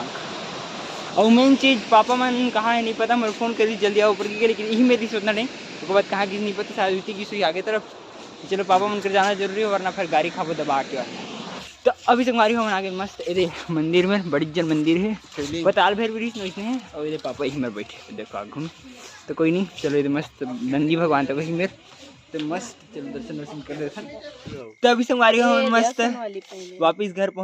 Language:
Chhattisgarhi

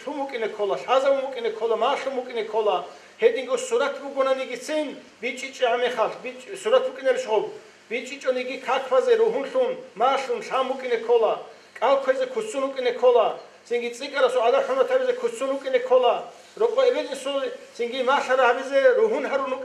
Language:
Avaric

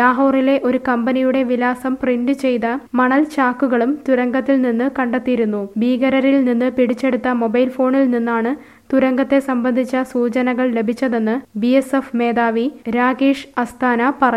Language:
Malayalam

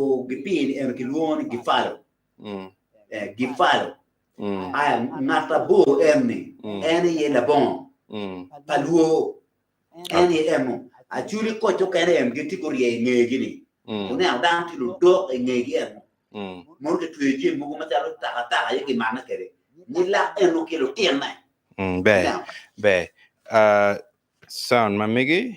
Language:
Acoli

